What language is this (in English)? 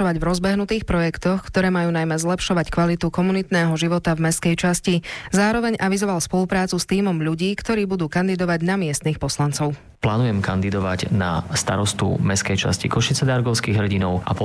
Slovak